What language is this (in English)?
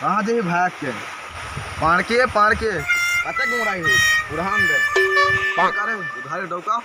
Chhattisgarhi